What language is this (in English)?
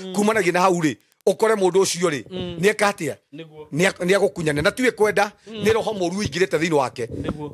Kikuyu